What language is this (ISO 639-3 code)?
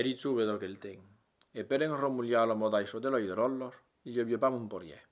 oci